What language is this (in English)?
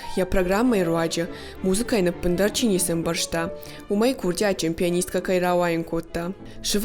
Ossetic